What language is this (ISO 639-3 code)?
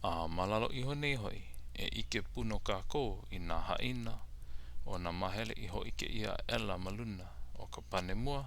haw